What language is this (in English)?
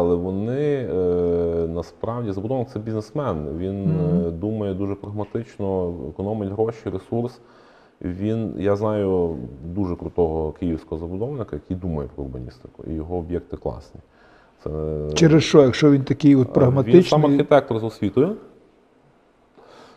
Ukrainian